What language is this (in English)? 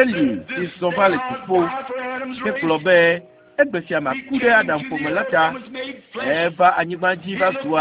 Ewe